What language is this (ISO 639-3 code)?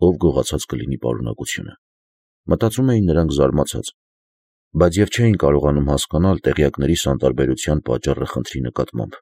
hye